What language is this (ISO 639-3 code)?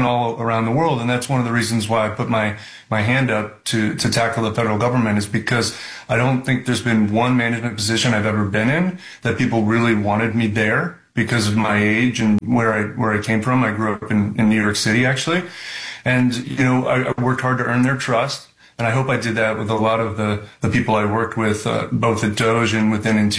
eng